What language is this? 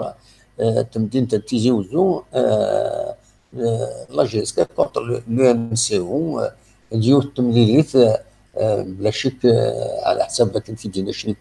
Kabyle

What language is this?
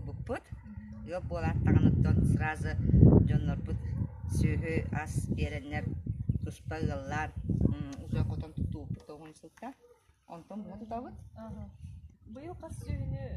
Yakut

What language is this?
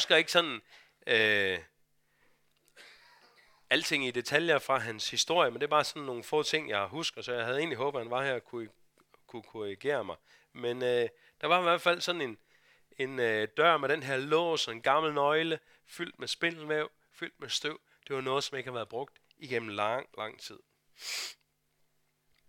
Danish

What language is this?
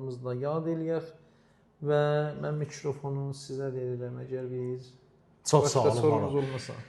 Azerbaijani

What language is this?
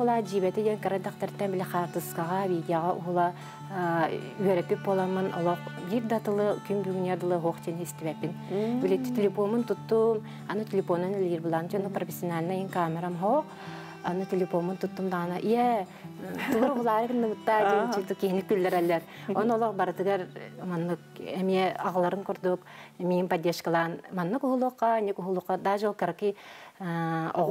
Yakut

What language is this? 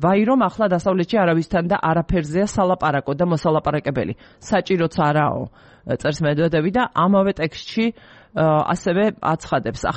Georgian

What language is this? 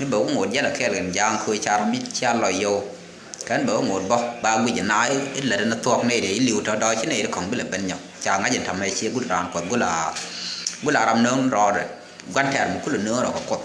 Nuer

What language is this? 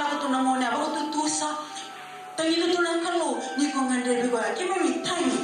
Fijian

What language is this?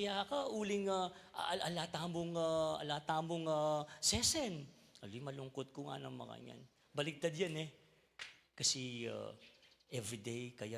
Pampanga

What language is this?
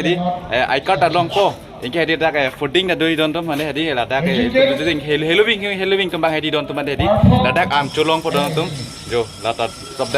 Karbi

